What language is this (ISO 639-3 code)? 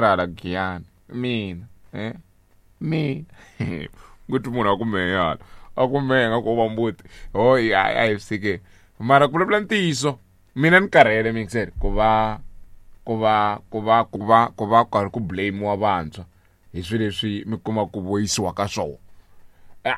tso